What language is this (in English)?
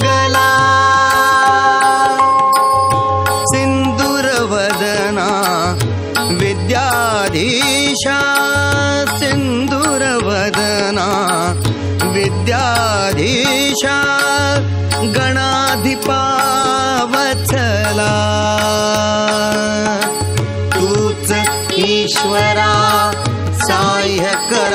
Marathi